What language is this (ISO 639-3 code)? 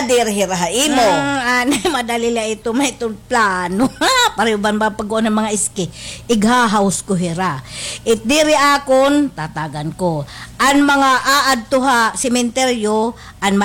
war